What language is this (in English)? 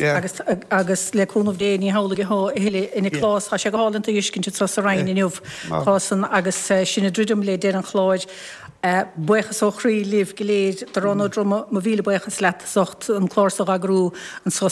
Irish